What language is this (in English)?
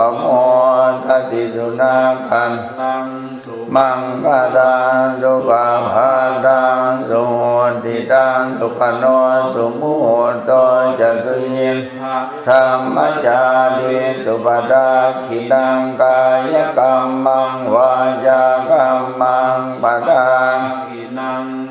Pali